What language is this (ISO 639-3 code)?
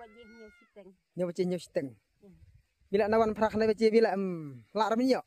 kha